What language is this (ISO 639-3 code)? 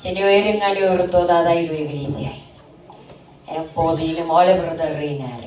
mah